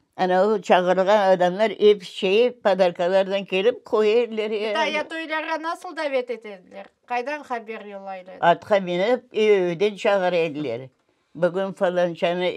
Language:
Crimean Tatar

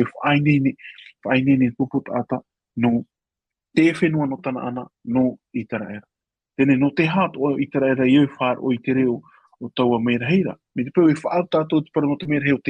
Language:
Tahitian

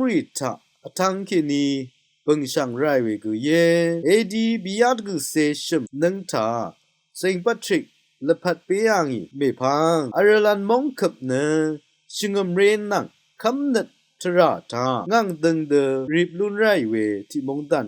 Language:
Rawang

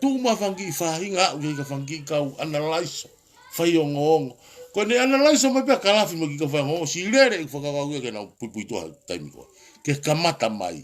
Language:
Tongan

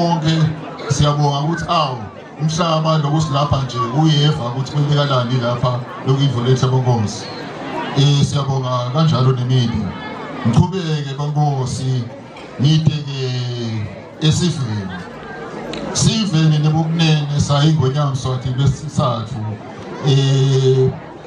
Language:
Swati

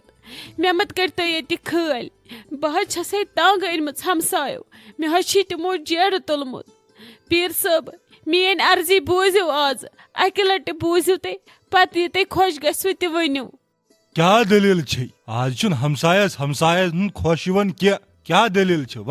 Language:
Kashmiri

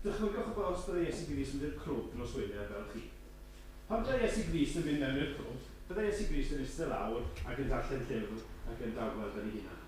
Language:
Welsh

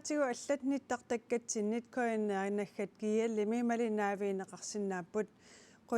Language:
Kalaallisut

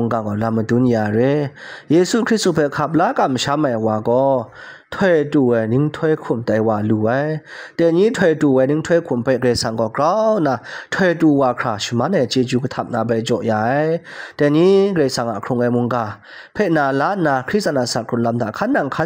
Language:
Kachin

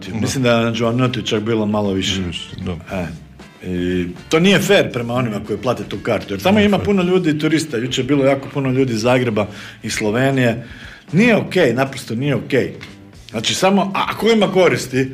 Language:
Croatian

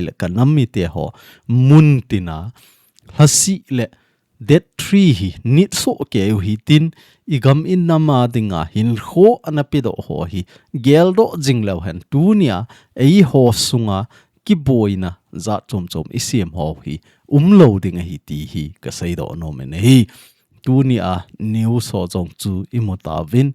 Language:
Thado Chin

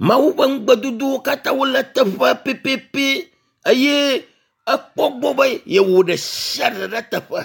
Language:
Ewe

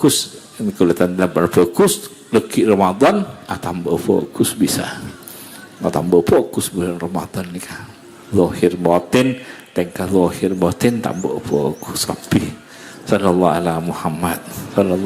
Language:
Madurese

